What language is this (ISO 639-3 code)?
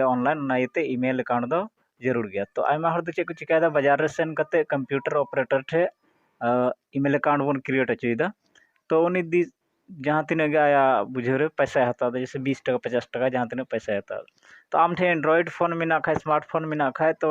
sat